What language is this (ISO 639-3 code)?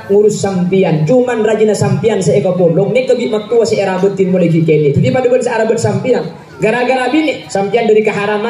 mad